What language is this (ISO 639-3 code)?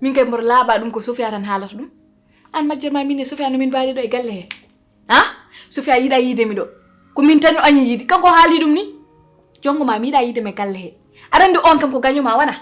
ful